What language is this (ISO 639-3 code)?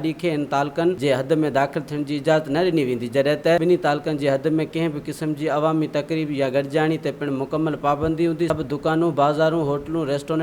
snd